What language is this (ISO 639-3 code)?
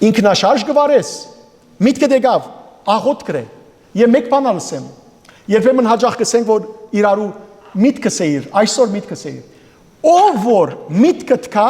hyw